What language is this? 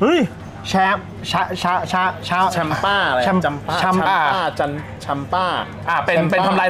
Thai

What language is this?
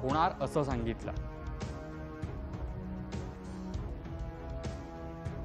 Marathi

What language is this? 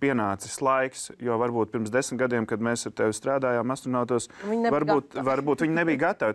Latvian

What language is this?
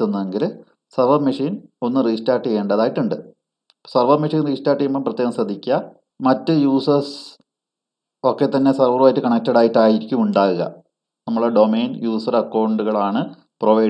Malayalam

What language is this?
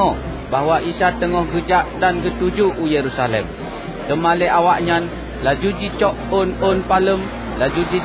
Achinese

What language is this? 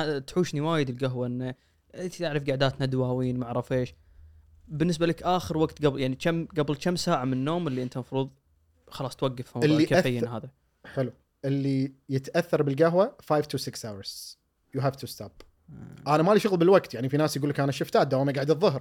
Gulf Arabic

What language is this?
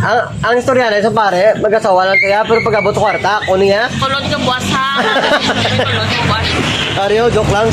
Hiligaynon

